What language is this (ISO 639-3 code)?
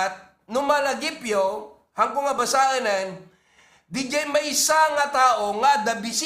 ilo